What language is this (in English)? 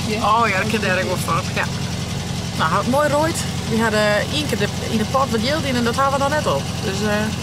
Western Frisian